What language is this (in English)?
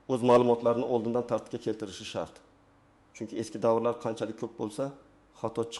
Uzbek